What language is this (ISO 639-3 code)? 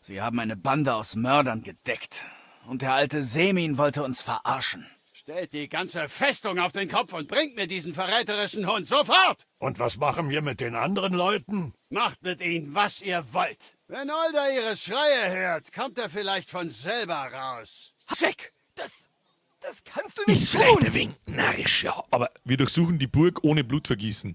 bar